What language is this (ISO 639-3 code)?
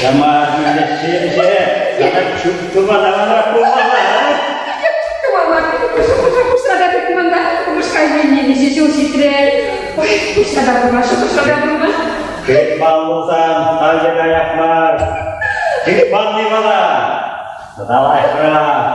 chv